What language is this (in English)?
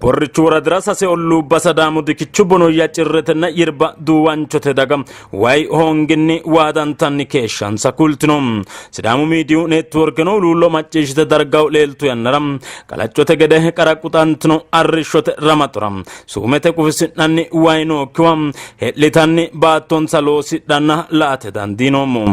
Sidamo